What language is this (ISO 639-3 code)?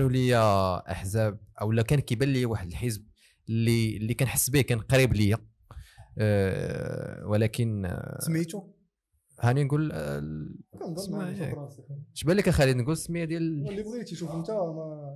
ary